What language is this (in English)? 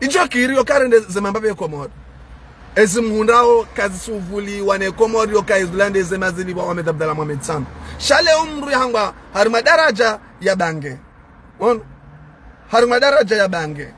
Ngazidja Comorian